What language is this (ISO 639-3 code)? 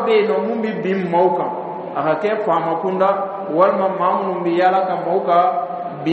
dyu